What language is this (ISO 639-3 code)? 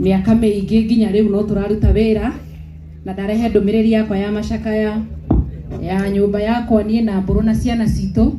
kik